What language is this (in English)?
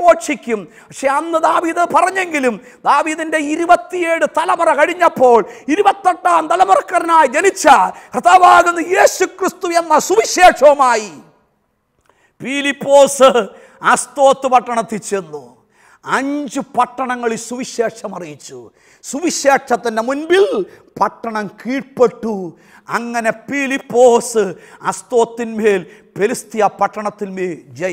Malayalam